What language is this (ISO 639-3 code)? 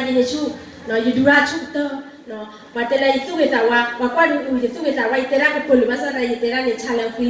ksw